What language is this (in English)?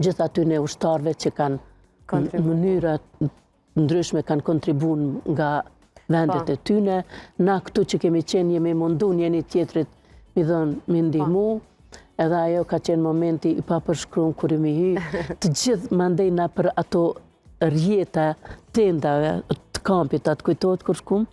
Albanian